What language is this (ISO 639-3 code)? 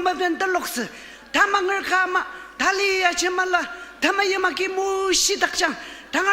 njo